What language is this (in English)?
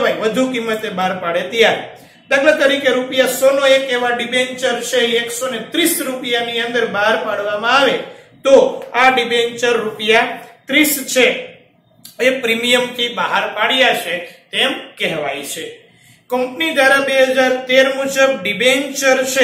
Gujarati